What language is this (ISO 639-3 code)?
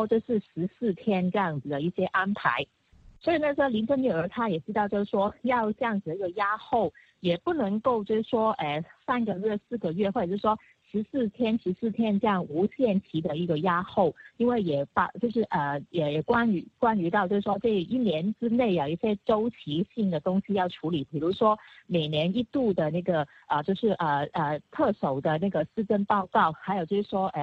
zho